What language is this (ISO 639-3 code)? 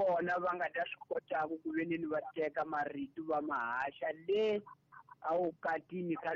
tso